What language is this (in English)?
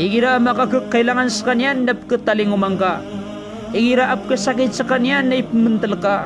Maranao